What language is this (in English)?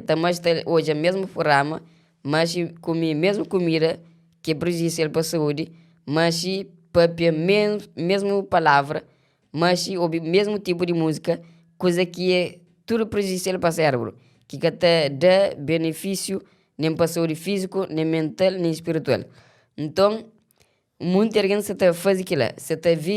Kabuverdianu